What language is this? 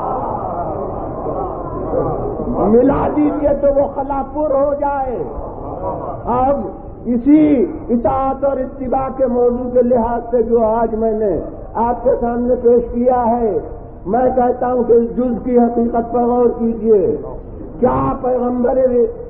Urdu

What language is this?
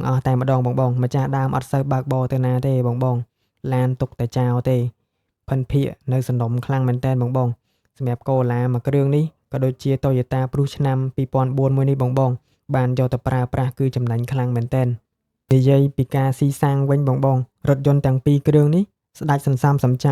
Khmer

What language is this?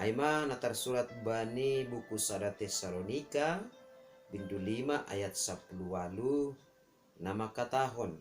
Batak Simalungun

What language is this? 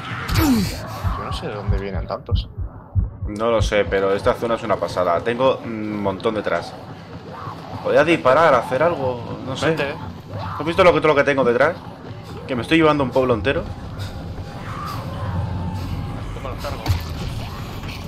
Spanish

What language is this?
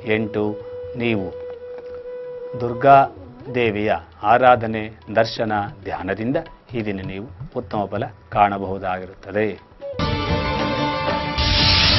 Kannada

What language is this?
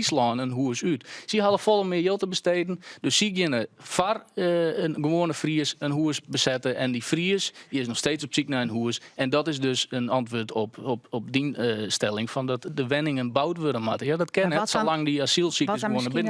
Western Frisian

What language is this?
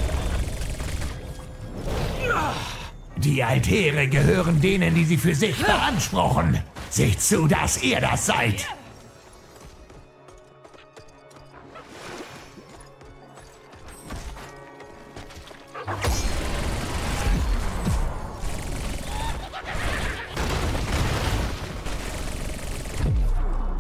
German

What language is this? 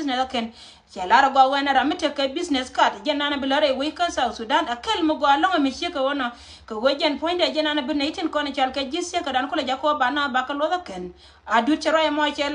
Nuer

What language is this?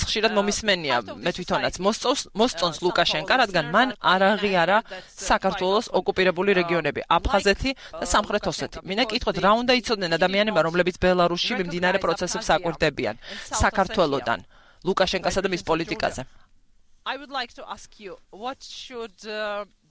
Georgian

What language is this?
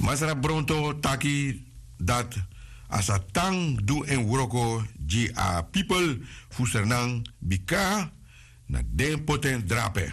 Sranan Tongo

